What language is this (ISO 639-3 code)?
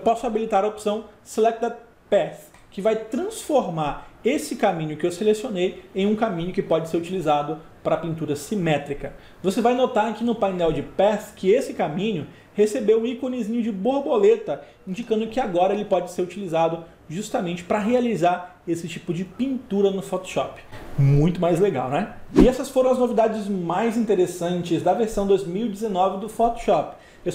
por